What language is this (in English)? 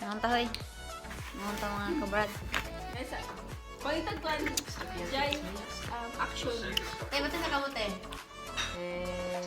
Cebuano